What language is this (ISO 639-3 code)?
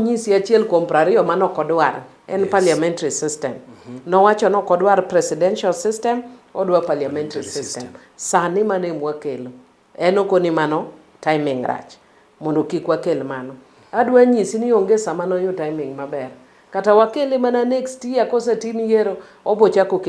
luo